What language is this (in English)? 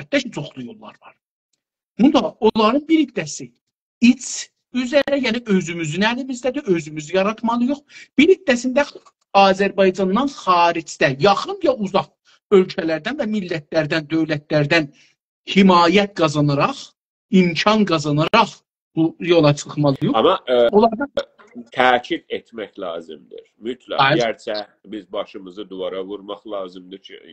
South Azerbaijani